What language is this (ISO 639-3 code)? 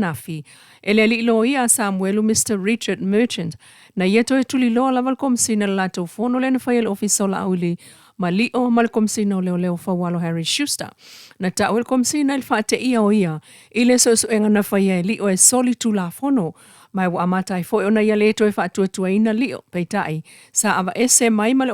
smo